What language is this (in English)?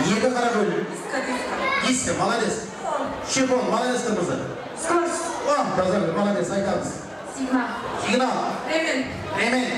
Kara-Kalpak